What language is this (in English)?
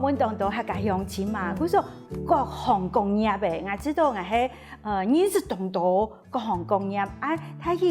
Hakka Chinese